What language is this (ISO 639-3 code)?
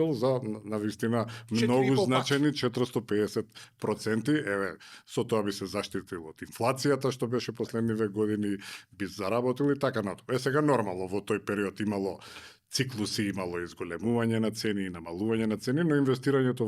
mkd